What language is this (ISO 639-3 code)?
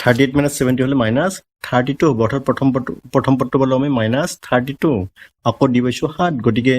asm